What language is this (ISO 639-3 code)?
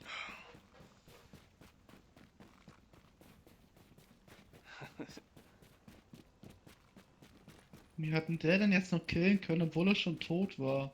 gsw